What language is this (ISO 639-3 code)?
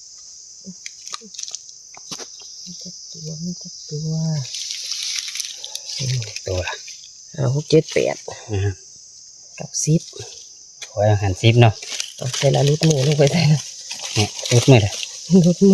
tts